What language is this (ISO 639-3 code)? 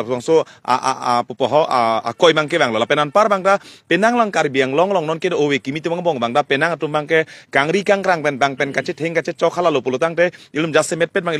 mjw